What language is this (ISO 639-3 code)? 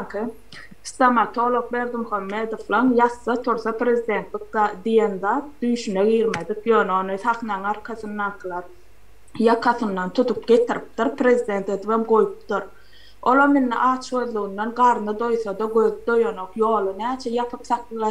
tuk